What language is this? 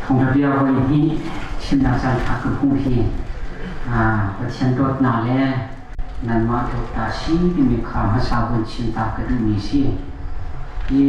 Hakha Chin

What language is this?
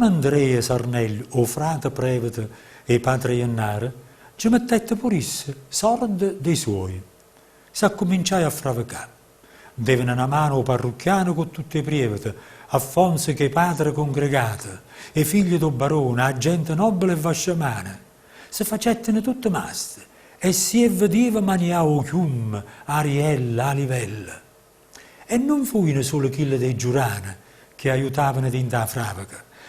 Neapolitan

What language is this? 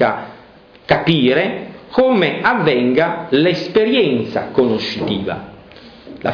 Italian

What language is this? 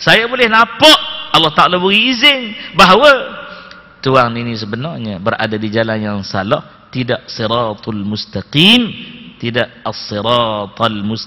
Malay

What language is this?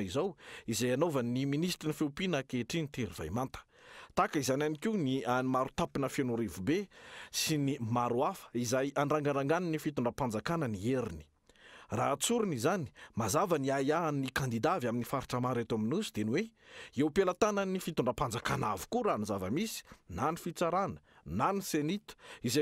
Malagasy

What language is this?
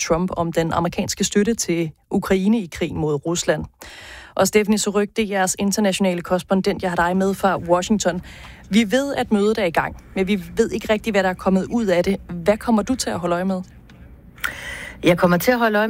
Danish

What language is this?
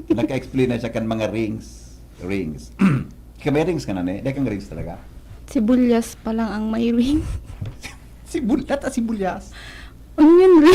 Bikol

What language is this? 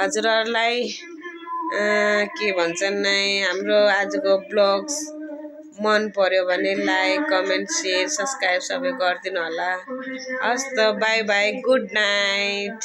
Nepali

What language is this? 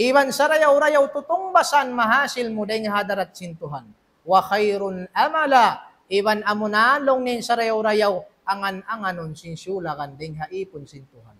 Tausug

